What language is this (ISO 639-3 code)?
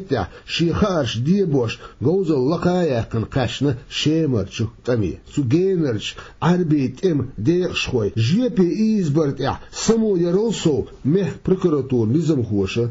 che